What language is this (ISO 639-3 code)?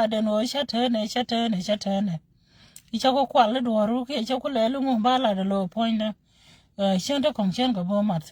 nus